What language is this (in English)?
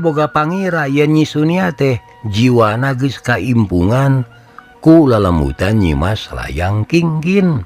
Sundanese